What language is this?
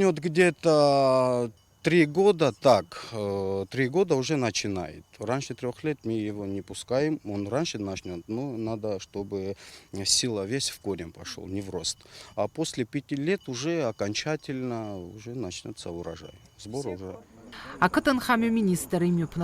Abkhazian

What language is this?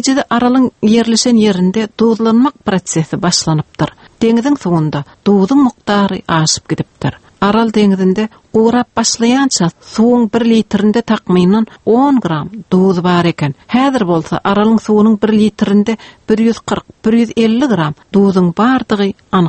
Turkmen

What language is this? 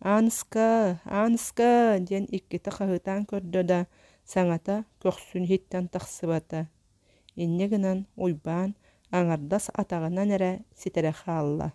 Yakut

